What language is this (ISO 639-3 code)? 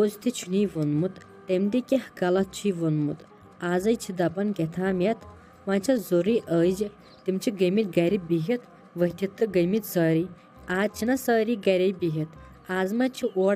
kas